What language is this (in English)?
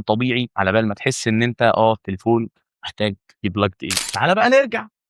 Egyptian Arabic